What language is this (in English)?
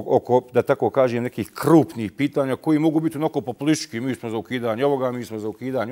Bosnian